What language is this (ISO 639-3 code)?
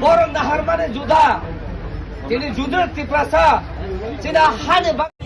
ria